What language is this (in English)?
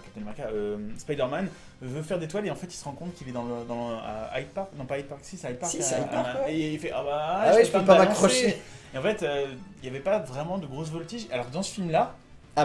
French